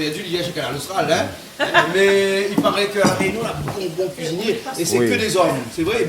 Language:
Réunion Creole French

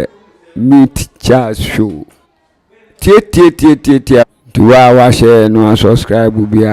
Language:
Akan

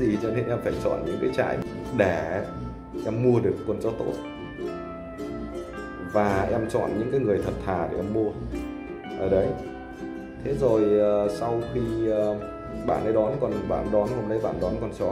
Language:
Vietnamese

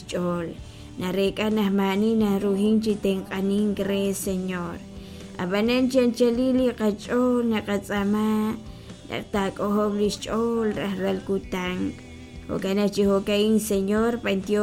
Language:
Kekchí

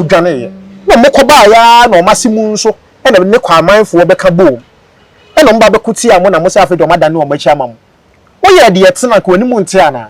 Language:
Akan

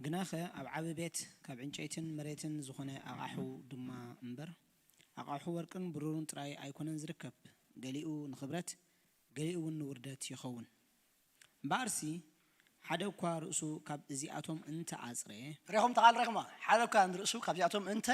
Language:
Tigrinya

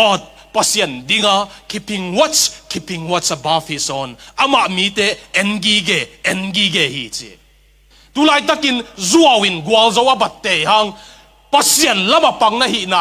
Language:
Tedim Chin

